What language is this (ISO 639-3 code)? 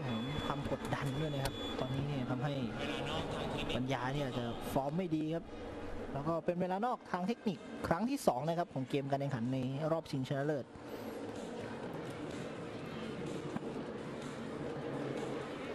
tha